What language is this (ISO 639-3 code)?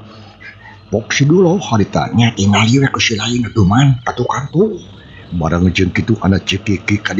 sun